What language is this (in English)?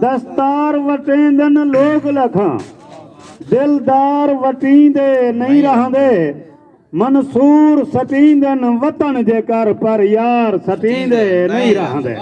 Saraiki